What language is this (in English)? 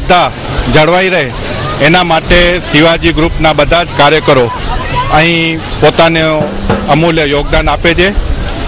Gujarati